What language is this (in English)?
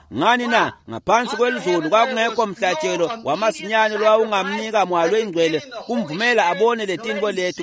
Swati